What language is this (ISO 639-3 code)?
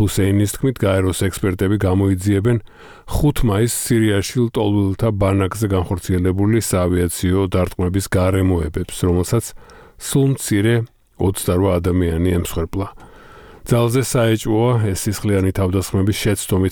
kat